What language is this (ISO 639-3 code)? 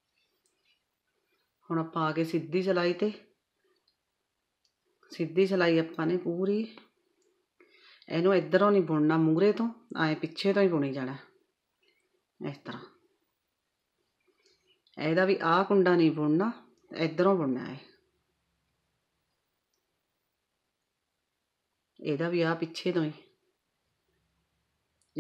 pan